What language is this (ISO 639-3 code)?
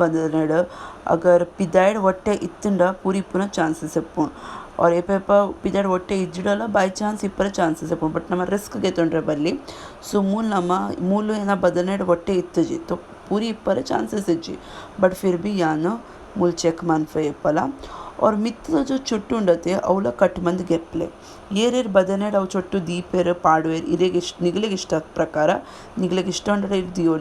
tcy